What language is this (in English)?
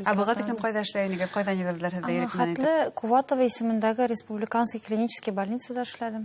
Bashkir